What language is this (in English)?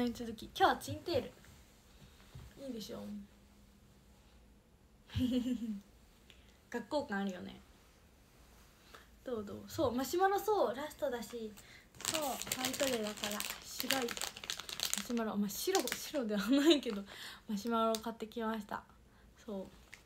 Japanese